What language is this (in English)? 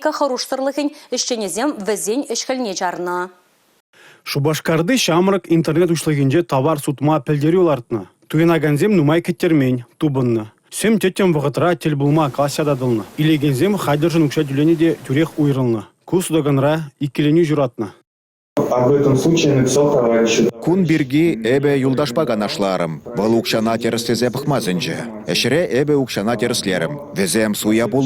Chuvash